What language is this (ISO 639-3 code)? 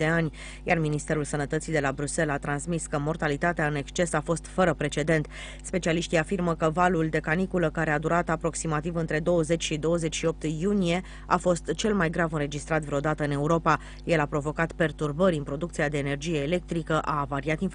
ron